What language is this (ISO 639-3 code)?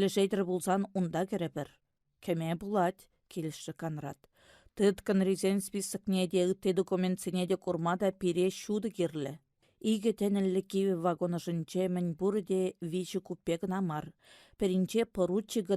chv